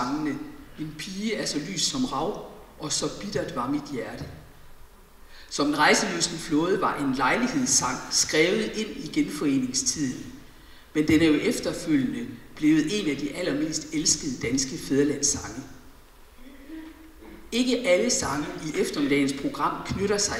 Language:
Danish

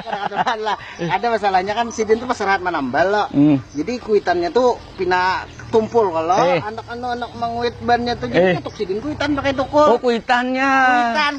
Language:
Banjar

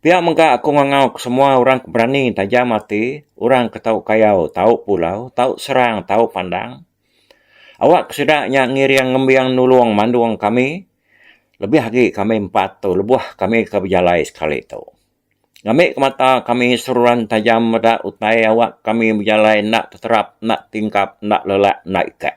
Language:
Iban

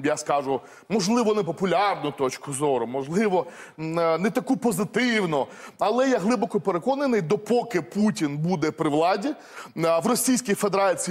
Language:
Ukrainian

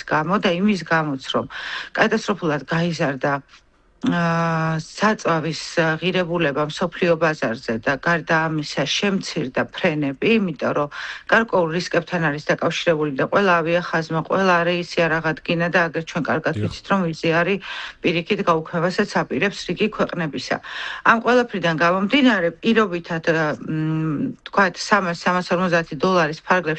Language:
Georgian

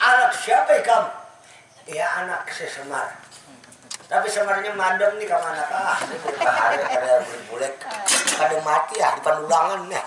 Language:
Banjar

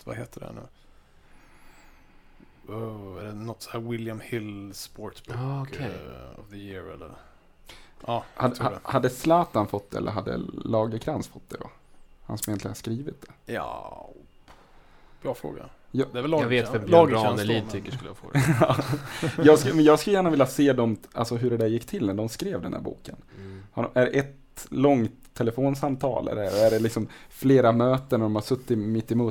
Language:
Swedish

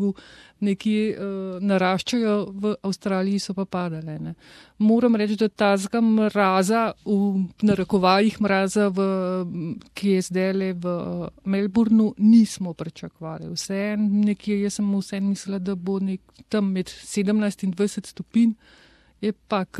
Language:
Slovenian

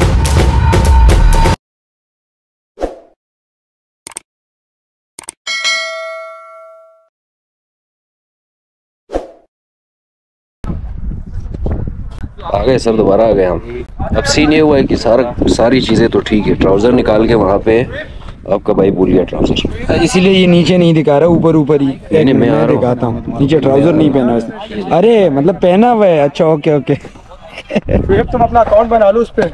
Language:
Hindi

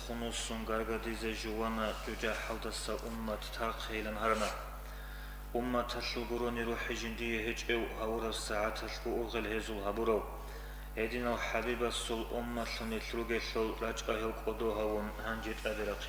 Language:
Avaric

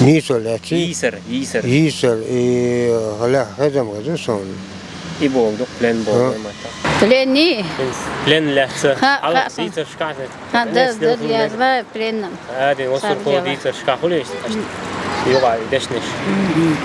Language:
Chechen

